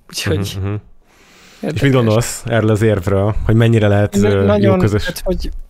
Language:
Hungarian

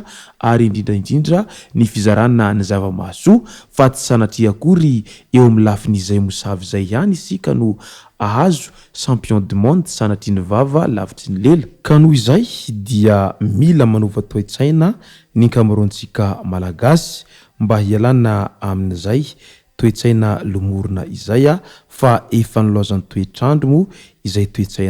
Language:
Malagasy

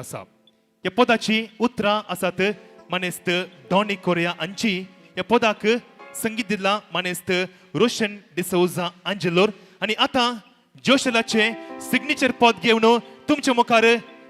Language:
Konkani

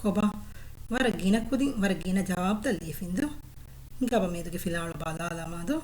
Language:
Divehi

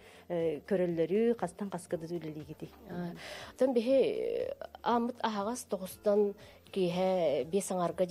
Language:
Yakut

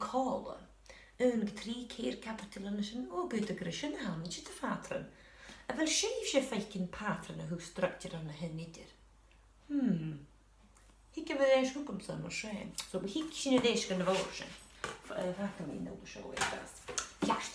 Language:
Scottish Gaelic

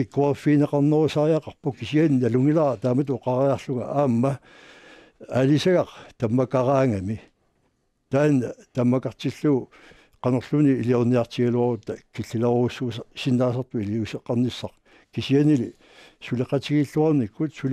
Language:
Kalaallisut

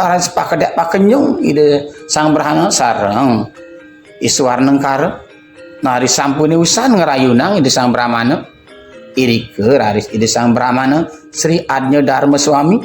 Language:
Balinese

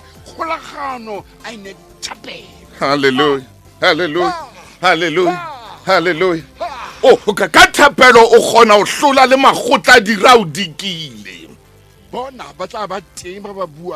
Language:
Southern Sotho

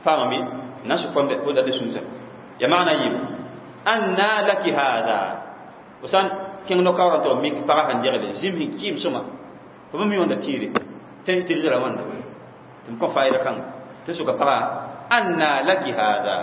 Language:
Mossi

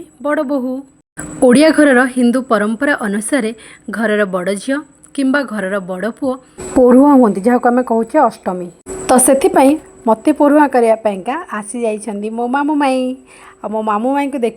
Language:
Odia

